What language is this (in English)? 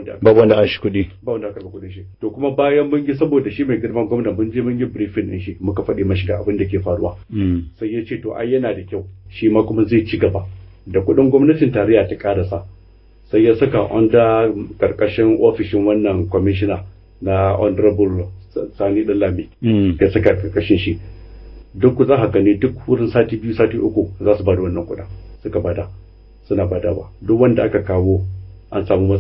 Hausa